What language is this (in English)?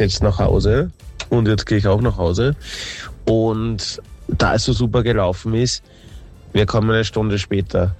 German